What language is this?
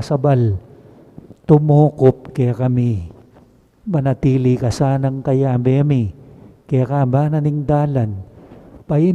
Pampanga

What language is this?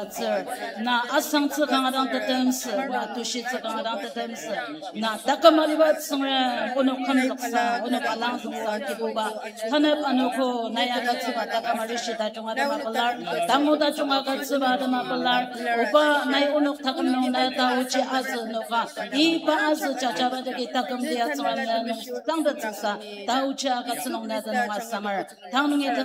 Ao Naga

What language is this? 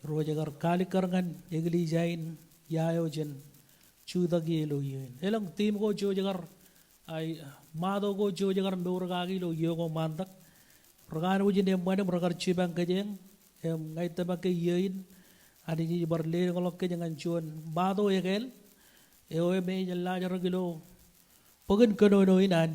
Marshallese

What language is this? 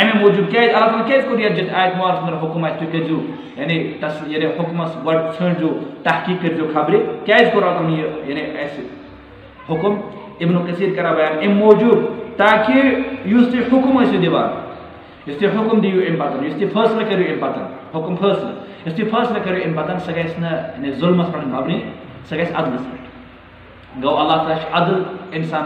Kashmiri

